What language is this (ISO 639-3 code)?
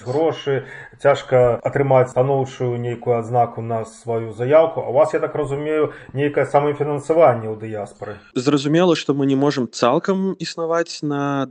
bel